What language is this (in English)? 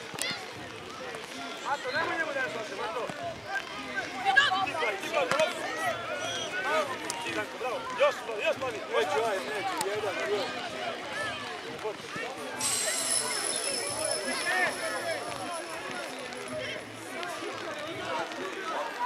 Serbian